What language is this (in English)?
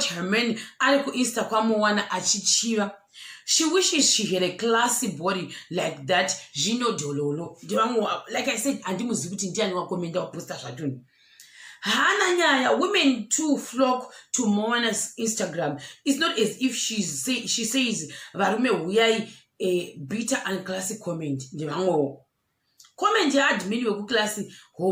Shona